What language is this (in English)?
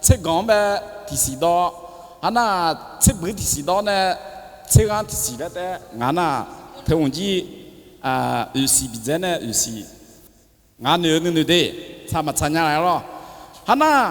Akha